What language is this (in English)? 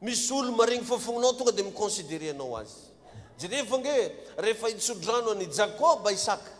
Malagasy